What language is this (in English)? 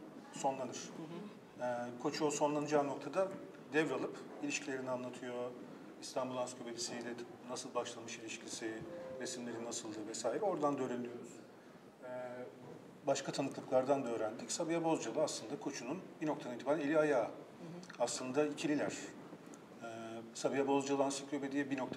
Turkish